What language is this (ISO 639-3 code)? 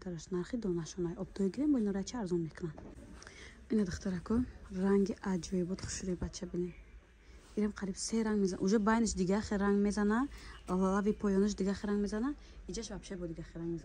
tgk